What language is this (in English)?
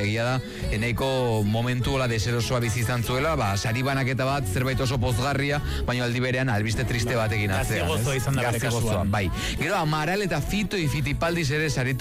Basque